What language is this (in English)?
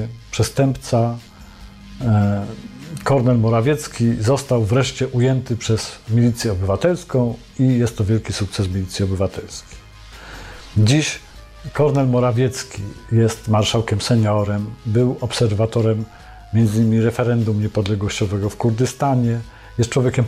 Polish